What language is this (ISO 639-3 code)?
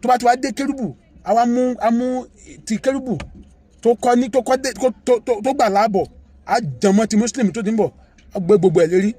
yor